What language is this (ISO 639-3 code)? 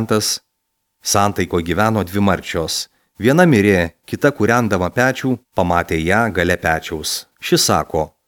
lit